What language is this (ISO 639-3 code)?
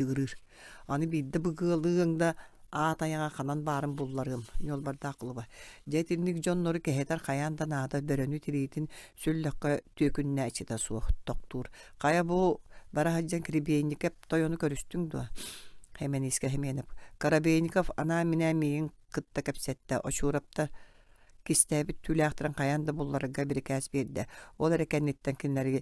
sah